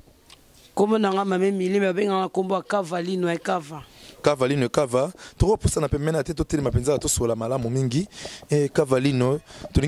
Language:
Lingala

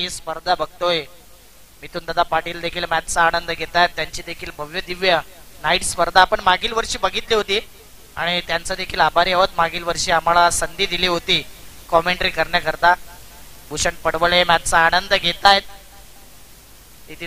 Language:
Marathi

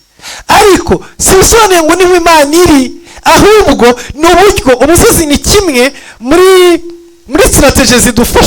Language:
Kinyarwanda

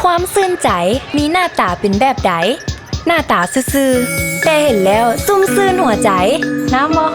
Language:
Lao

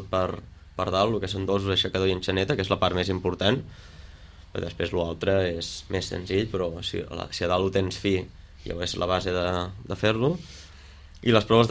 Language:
Catalan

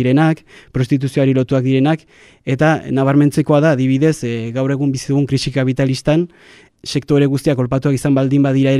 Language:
Basque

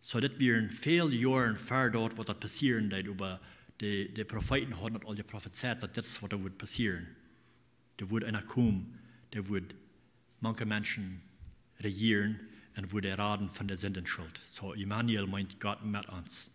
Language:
Plautdietsch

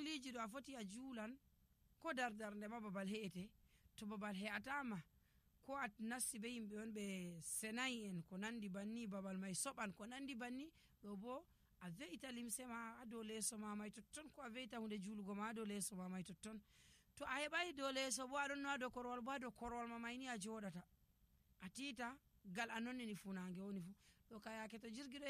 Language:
Nigerian Fulfulde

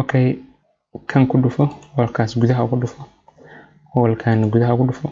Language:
Somali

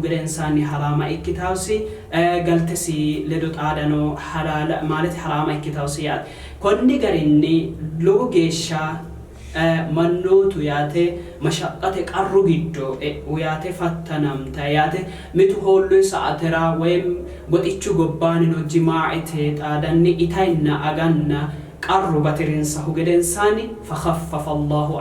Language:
Sidamo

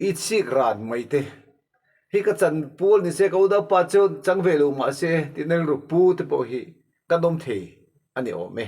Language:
Mizo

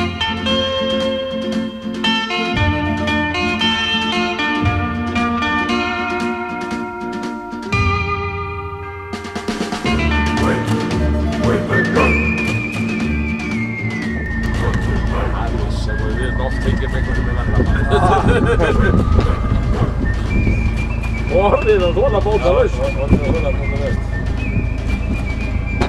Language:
Icelandic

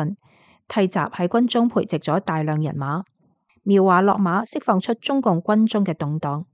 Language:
Cantonese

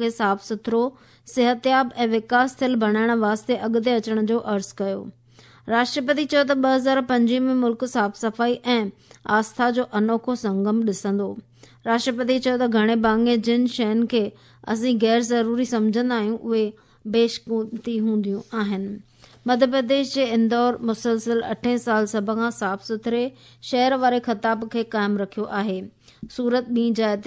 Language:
Sindhi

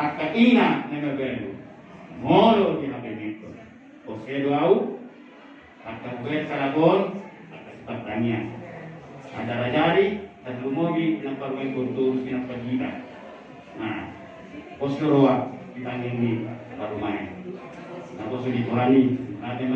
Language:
Batak Toba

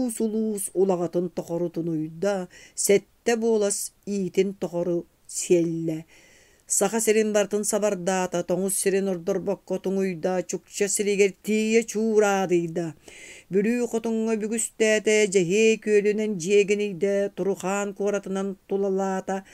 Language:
Yakut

